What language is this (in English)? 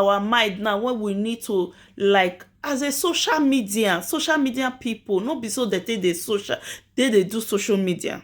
Nigerian Pidgin